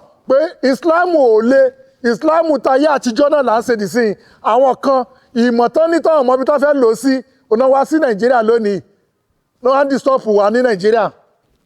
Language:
Yoruba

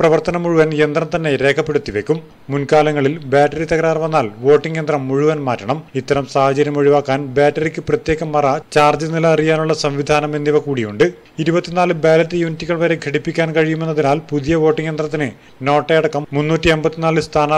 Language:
Malayalam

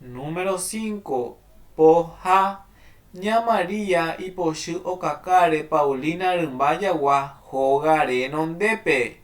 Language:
Guarani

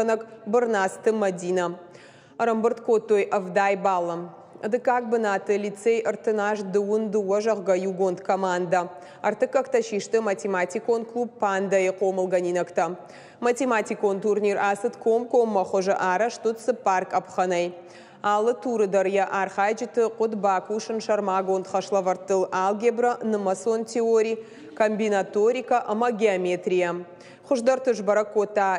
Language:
Ossetic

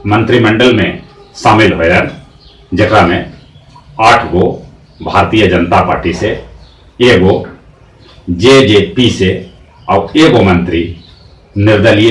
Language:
Magahi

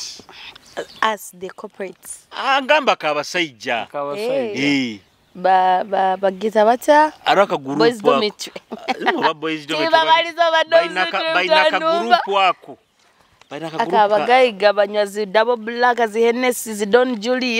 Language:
Nyoro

